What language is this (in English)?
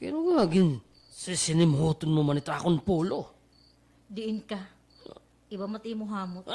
Waray